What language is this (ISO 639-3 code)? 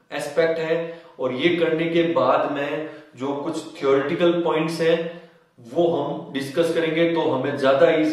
hin